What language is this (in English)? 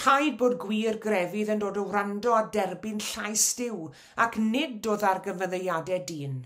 Welsh